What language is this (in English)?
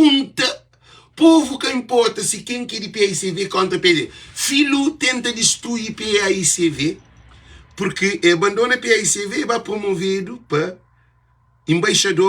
Kabuverdianu